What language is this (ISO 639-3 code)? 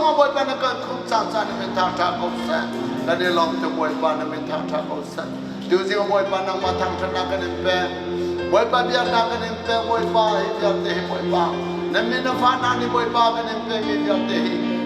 cnh